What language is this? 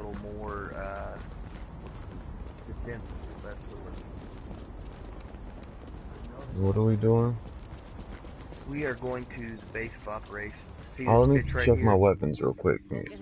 English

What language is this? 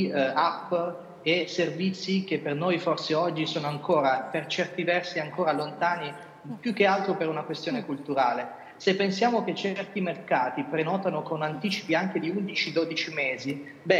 Italian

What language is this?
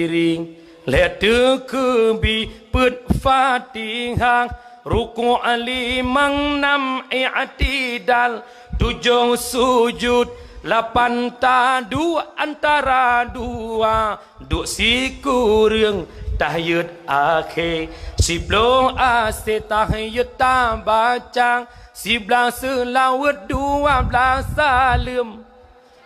Achinese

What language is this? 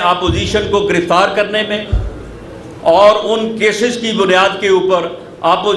Urdu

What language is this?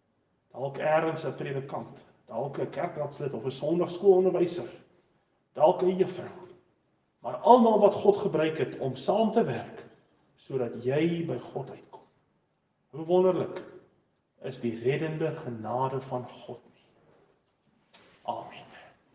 Afrikaans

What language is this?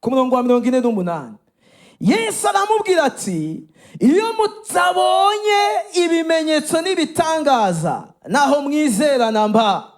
Rundi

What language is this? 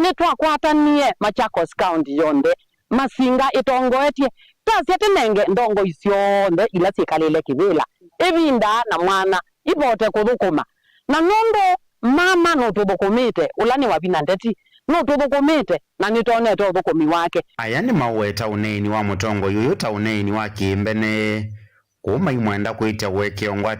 Kamba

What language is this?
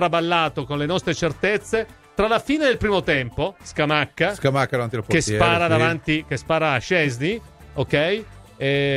Italian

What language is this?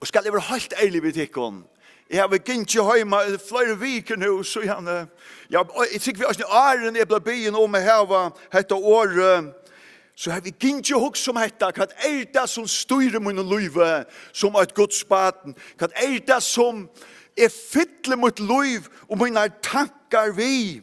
Faroese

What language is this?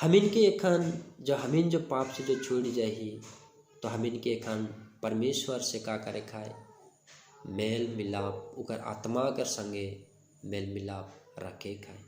Sadri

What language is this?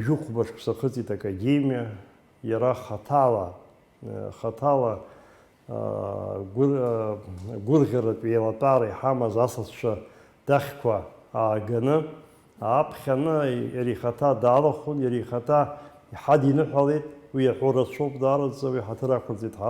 Abkhazian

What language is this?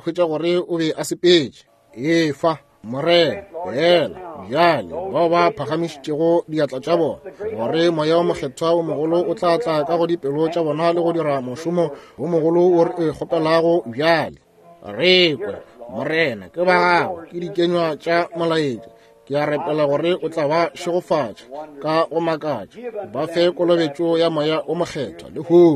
Northern Sotho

